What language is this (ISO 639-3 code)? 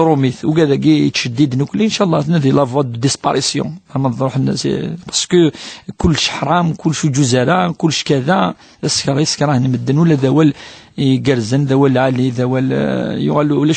kab